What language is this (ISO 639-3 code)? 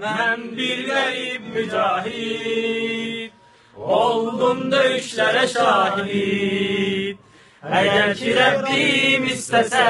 aze